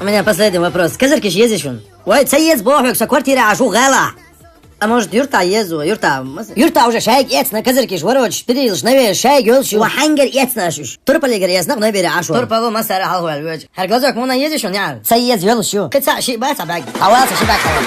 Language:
Chechen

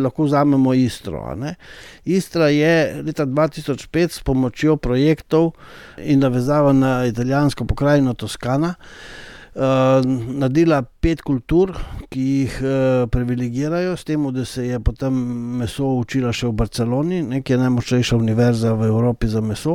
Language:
Slovenian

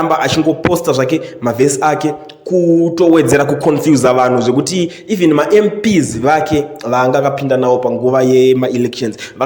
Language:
Shona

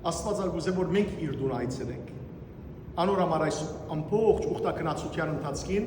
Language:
Western Armenian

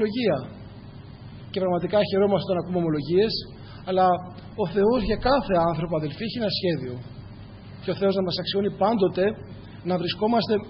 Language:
Greek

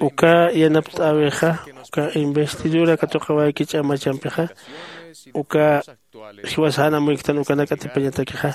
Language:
Aymara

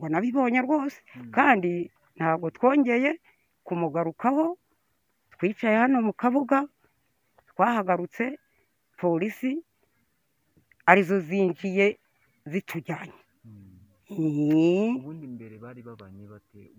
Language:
Kinyarwanda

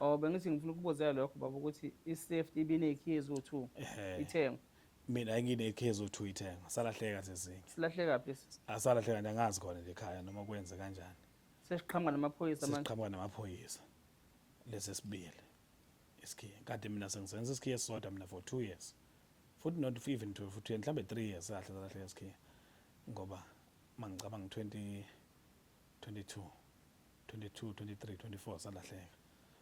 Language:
Zulu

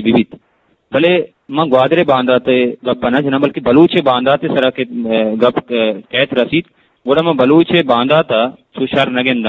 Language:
Eastern Balochi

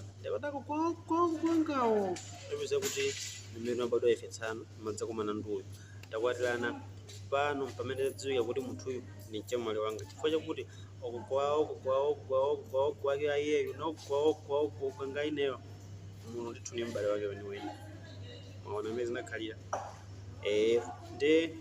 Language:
Nyanja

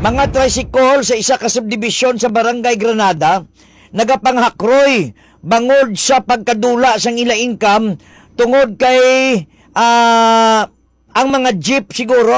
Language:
Hiligaynon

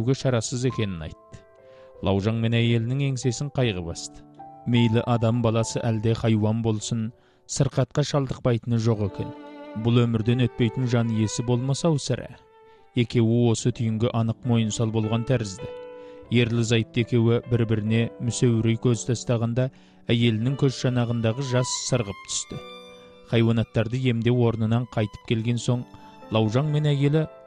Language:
Kazakh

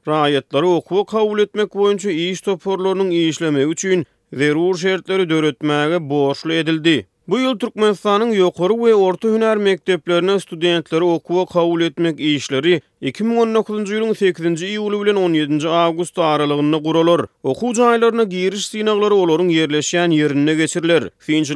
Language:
Turkmen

